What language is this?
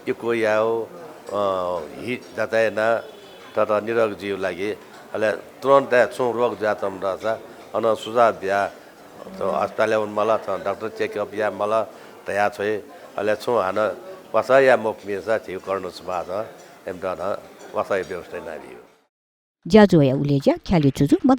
Newari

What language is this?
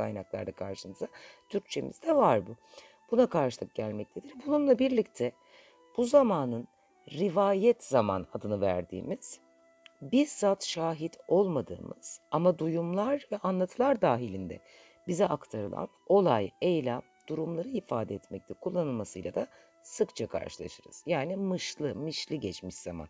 Turkish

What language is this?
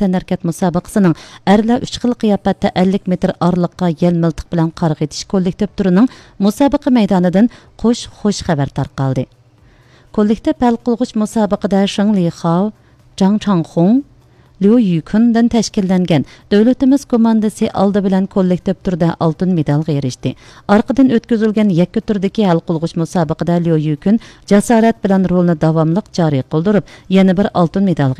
Uyghur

